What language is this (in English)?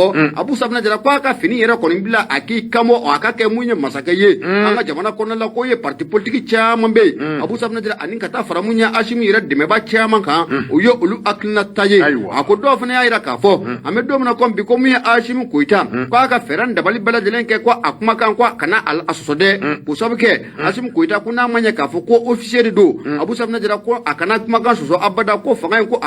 Bambara